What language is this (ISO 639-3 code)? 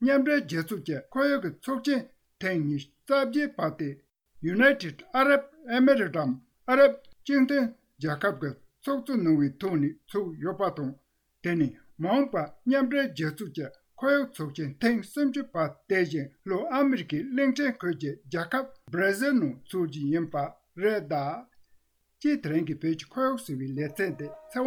bod